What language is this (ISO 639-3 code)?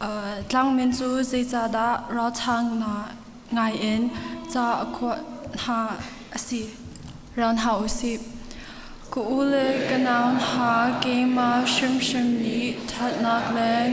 cnh